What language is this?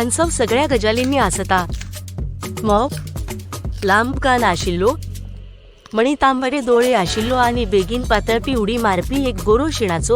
Konkani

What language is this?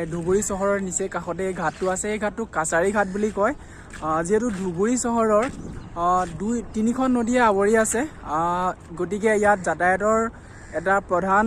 Assamese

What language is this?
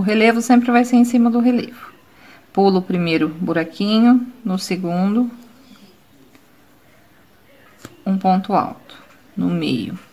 Portuguese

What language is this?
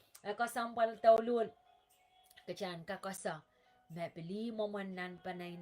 Pohnpeian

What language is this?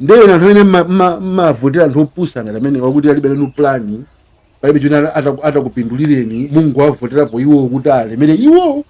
Nyanja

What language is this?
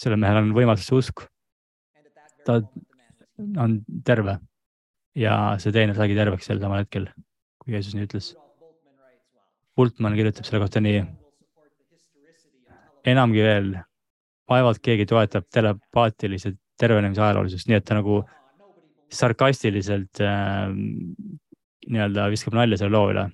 Estonian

